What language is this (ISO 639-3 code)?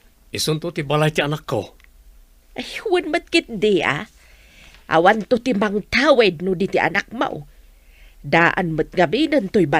ilo